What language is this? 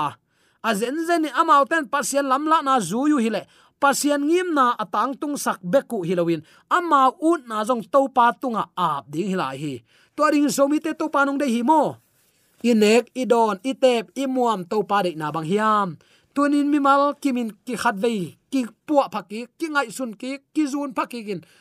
Tedim Chin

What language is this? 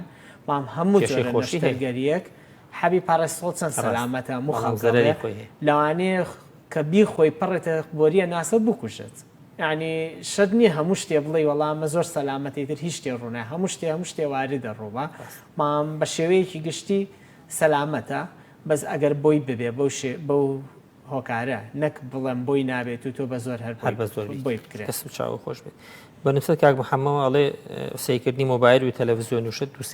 Central Kurdish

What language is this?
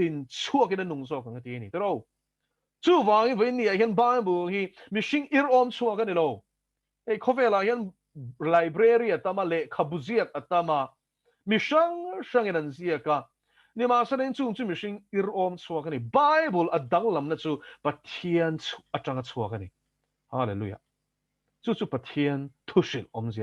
Mizo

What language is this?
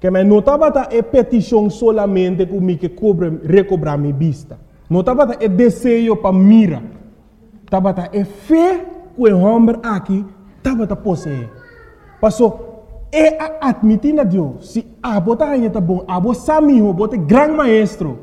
Papiamento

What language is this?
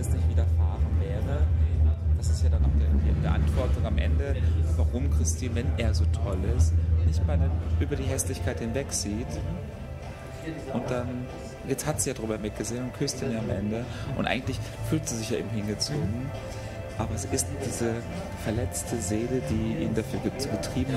German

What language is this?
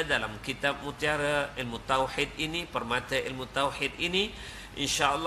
Malay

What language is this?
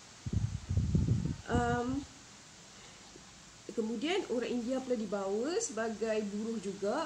Malay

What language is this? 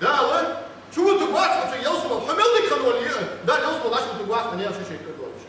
Ingush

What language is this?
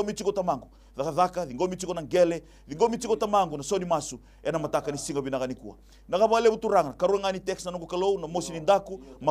Fijian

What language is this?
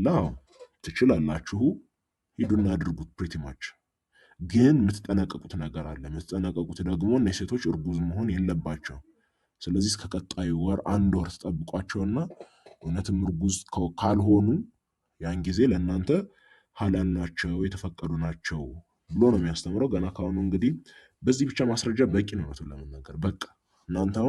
Amharic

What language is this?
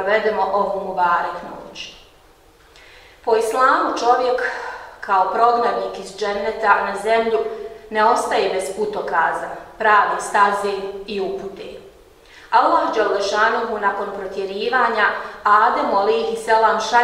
Bosnian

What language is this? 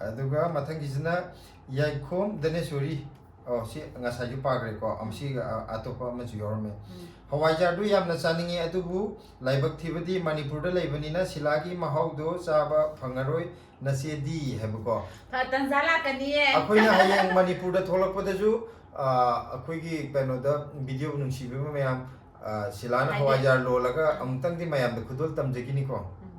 Manipuri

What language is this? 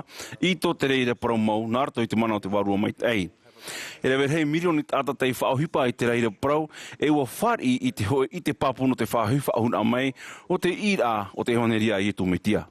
Tahitian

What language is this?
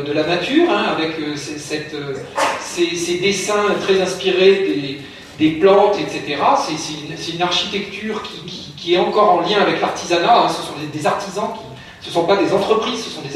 French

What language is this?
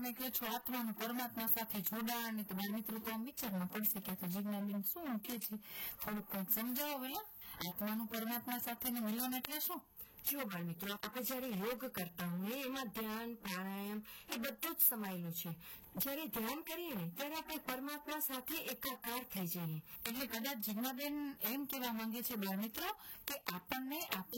Gujarati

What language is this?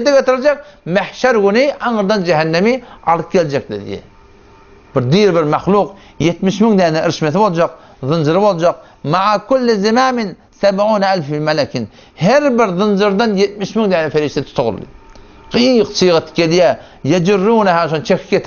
Turkmen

